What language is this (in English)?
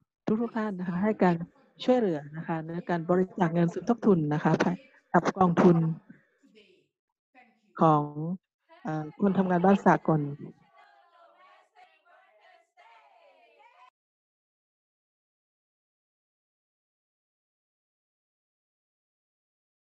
Thai